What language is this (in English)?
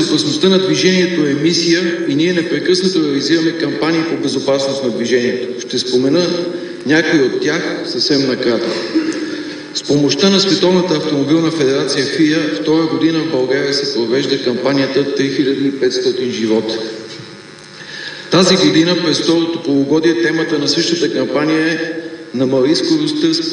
Bulgarian